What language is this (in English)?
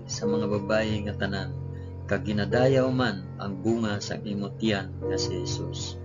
Hiligaynon